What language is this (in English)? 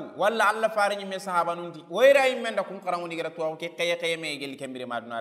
Soninke